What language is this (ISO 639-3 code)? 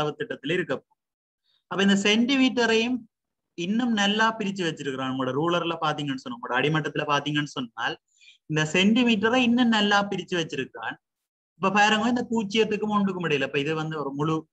tam